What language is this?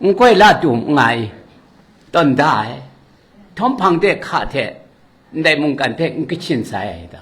Kachin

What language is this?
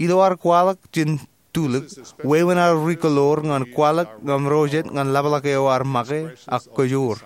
Marshallese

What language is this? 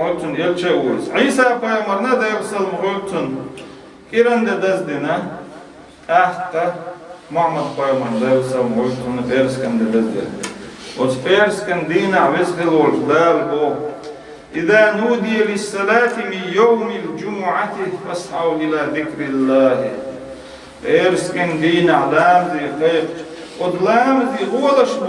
Chechen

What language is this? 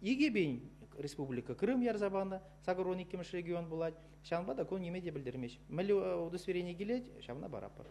Chuvash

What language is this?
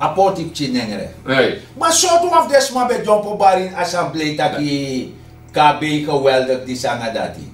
Sranan Tongo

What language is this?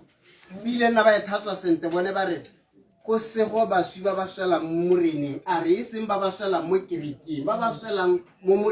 Tswana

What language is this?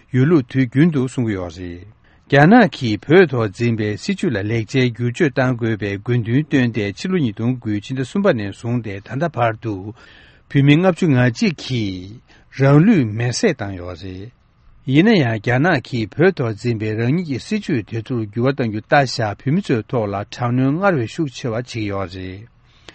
Tibetan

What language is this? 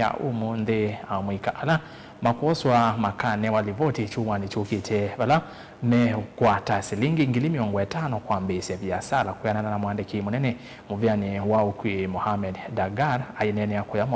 Kamba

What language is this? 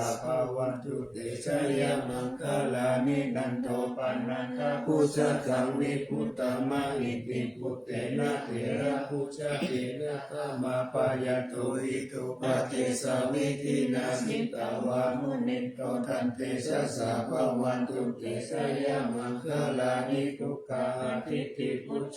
Pali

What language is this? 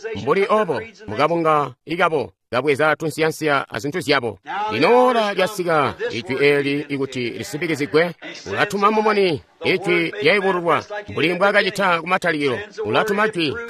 Tonga (Zambia)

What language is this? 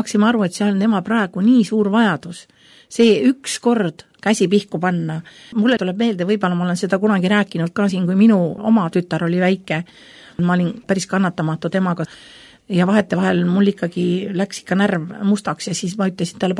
Estonian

